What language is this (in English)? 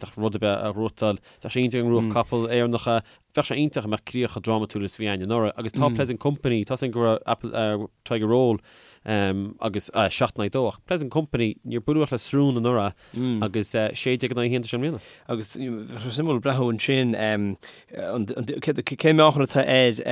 Irish